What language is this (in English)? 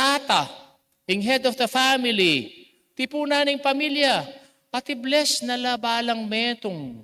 Pampanga